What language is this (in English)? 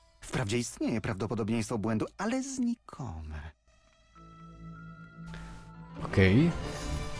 Polish